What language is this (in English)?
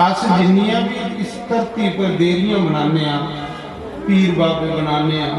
Dogri